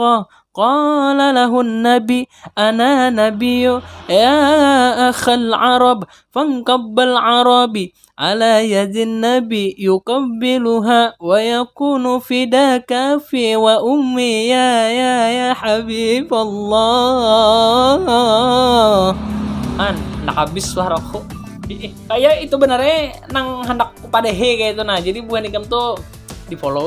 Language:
Banjar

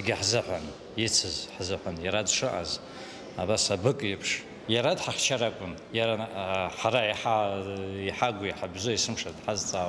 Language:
Abkhazian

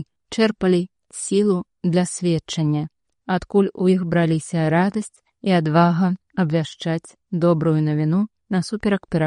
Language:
Belarusian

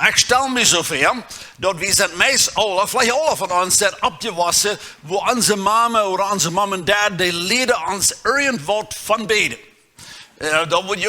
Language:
Plautdietsch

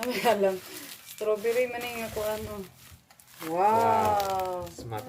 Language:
Cebuano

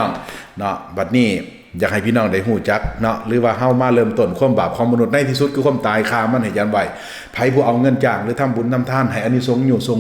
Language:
Lao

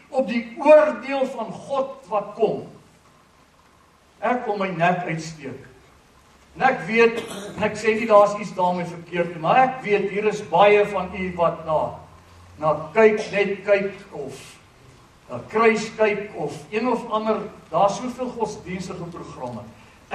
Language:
Afrikaans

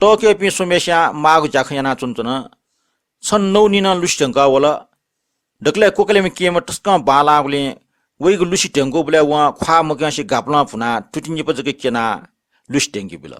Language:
Newari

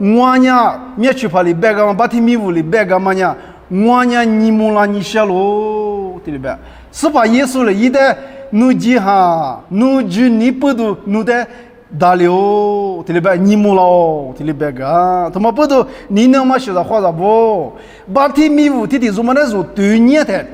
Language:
Lisu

